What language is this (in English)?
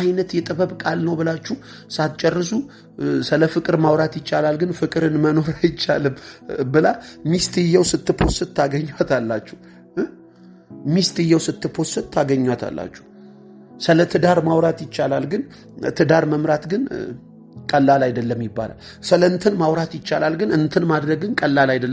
Amharic